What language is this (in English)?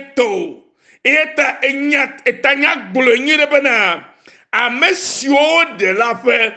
Ewe